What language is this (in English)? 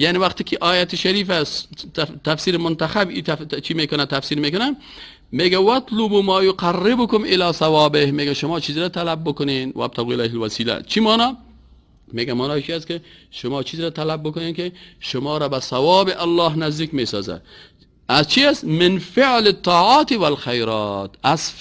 Persian